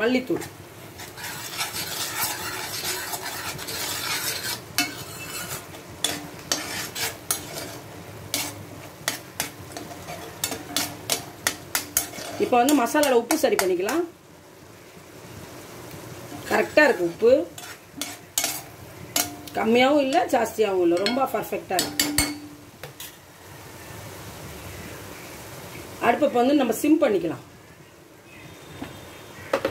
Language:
Tamil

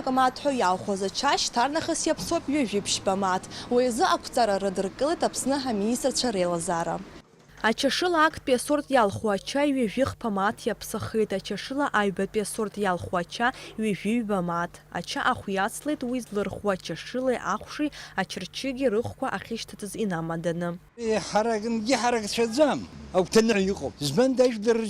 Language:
Abkhazian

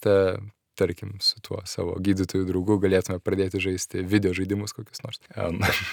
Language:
Lithuanian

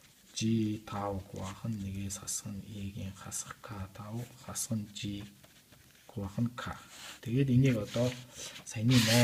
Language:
Mongolian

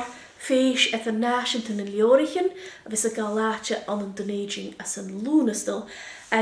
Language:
Scottish Gaelic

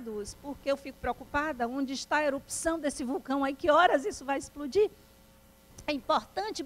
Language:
Portuguese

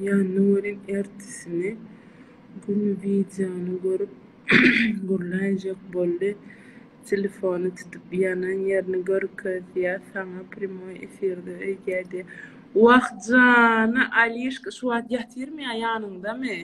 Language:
Turkmen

